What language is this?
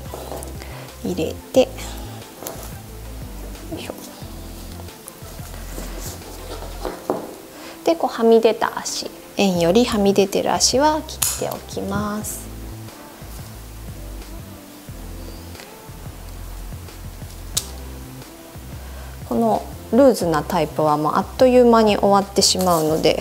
Japanese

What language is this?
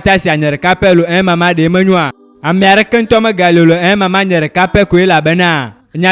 Ewe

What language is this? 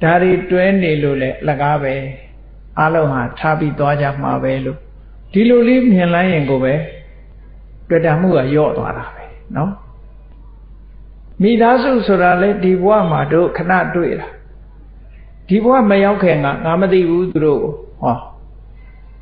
Burmese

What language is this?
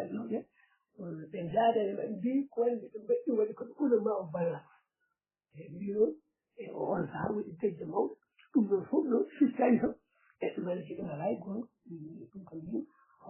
Fula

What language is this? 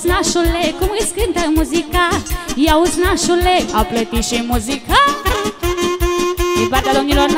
Romanian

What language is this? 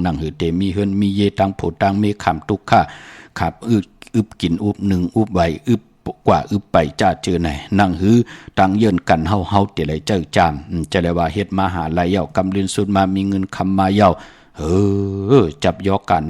Shan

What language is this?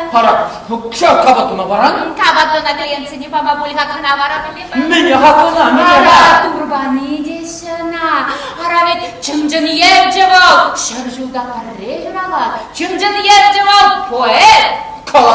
Chuvash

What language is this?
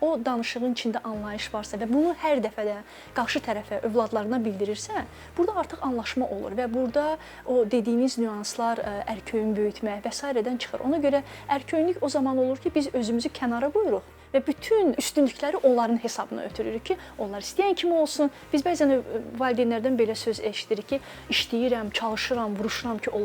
Azerbaijani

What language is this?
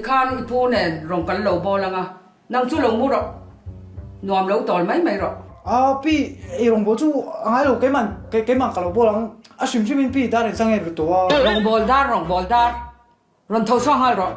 Mizo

